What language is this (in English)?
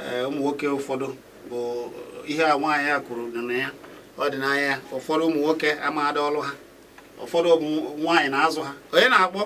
Igbo